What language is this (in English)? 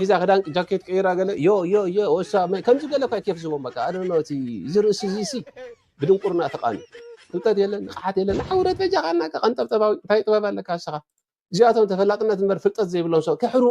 Tigrinya